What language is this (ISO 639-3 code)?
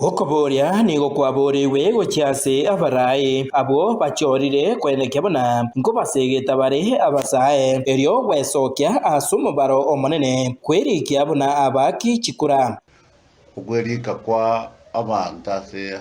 guz